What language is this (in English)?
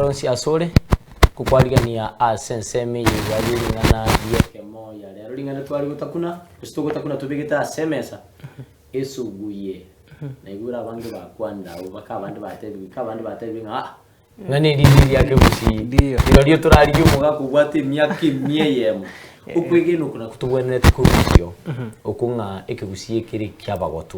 Gusii